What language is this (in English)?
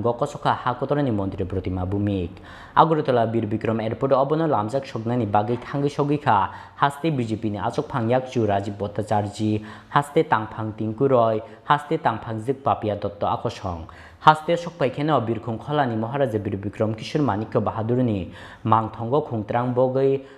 Kok Borok